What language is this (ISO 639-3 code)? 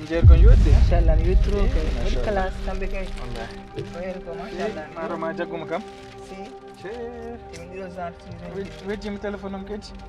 ful